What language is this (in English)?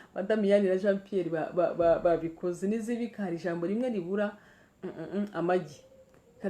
Kinyarwanda